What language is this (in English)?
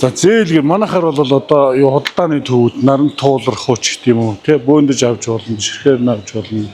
Mongolian